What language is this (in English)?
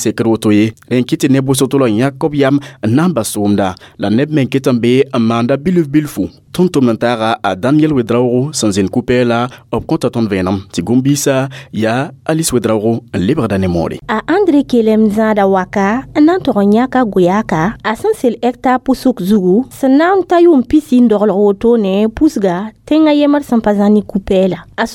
Mossi